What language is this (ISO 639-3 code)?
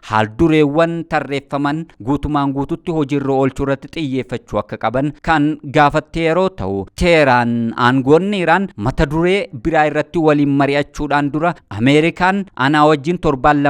orm